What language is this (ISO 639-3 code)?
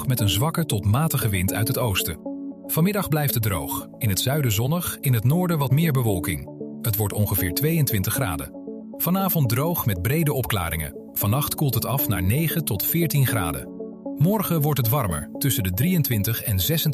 nld